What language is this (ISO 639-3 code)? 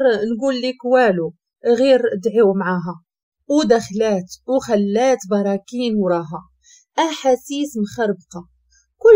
ary